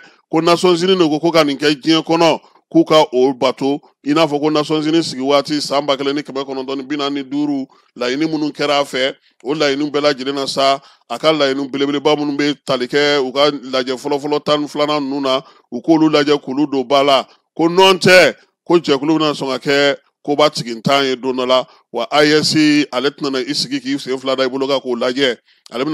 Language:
Bambara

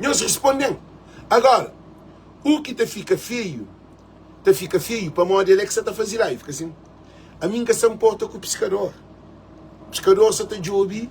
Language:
Kabuverdianu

